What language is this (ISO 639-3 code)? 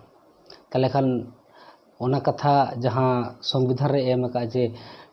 sat